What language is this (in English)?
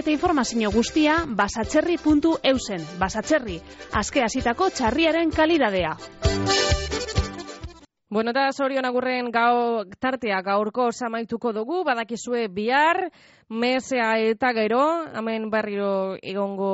Basque